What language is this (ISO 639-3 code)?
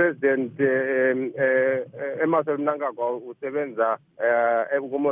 nde